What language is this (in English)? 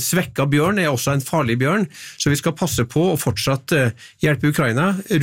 Norwegian